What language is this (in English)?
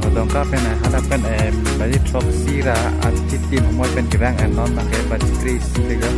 Karbi